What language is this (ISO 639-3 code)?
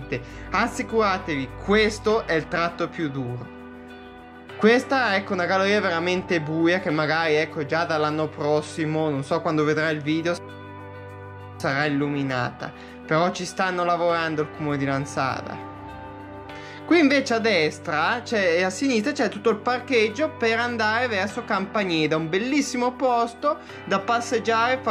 ita